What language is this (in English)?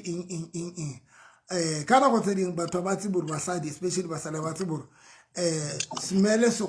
Southern Sotho